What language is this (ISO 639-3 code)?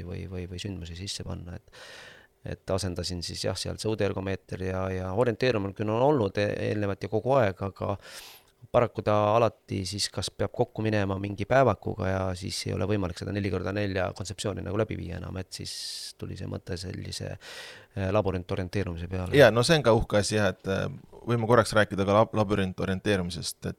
est